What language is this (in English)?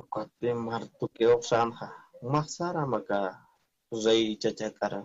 Aymara